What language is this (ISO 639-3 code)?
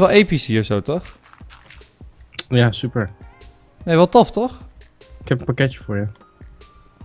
nld